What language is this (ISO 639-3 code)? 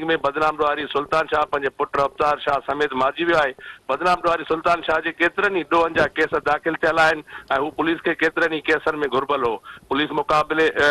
snd